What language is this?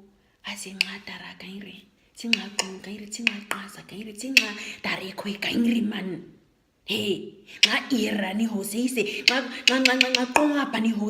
Nama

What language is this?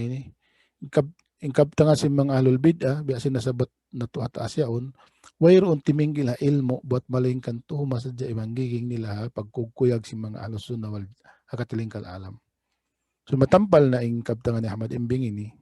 Tausug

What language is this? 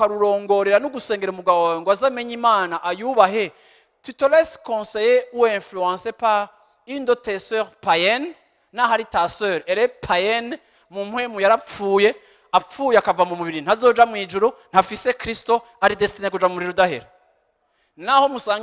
Rundi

